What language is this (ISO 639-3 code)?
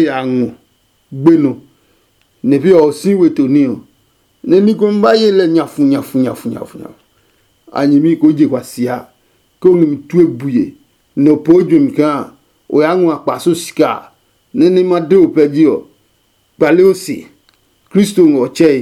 ada